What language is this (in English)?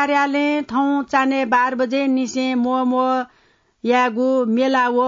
Newari